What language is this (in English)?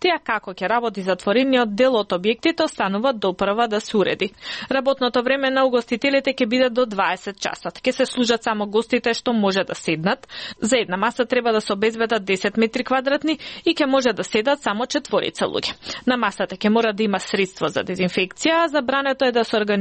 Macedonian